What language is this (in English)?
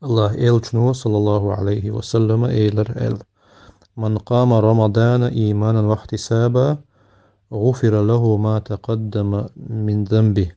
Chechen